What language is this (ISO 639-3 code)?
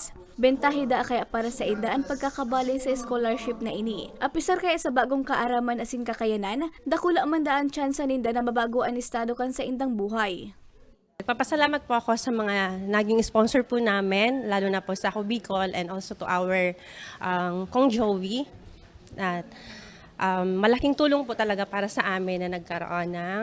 bik